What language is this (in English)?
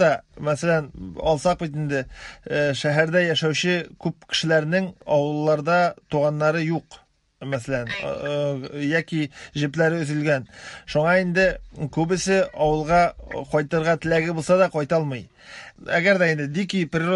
Tatar